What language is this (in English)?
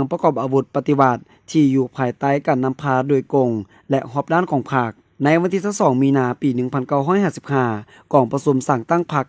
Lao